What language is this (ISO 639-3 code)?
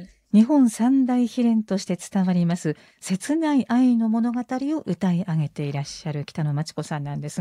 jpn